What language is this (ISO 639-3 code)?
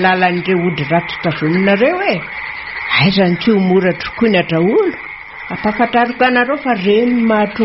mlg